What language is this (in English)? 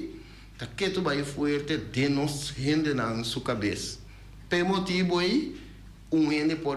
Papiamento